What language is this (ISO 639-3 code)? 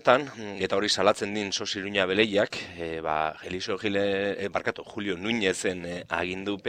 eus